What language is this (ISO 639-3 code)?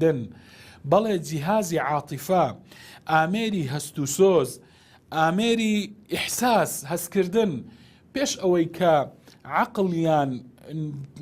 ckb